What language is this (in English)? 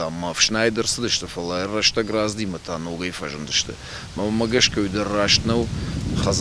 Ossetic